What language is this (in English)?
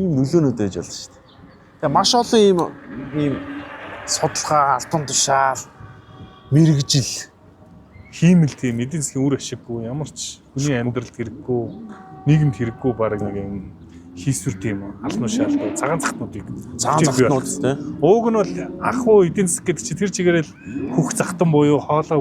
Mongolian